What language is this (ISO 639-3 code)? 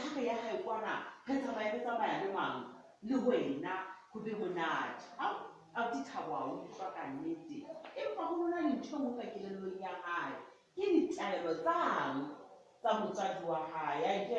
sot